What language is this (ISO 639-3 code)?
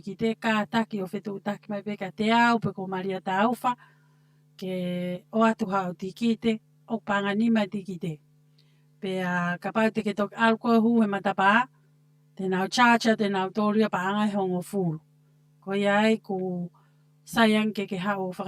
ton